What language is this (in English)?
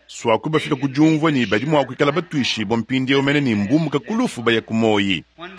Luba-Lulua